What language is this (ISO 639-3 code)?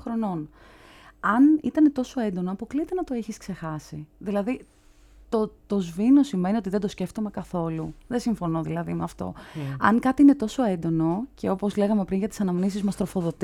ell